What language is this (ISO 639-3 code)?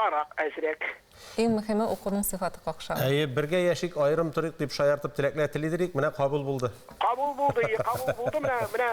tat